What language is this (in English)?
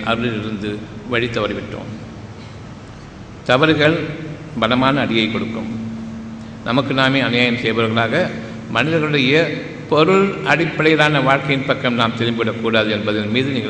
Tamil